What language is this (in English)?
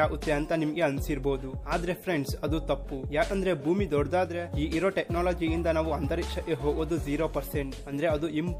Kannada